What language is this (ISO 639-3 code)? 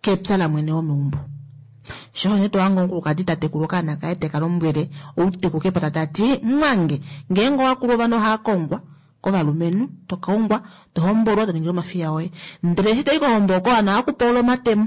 kua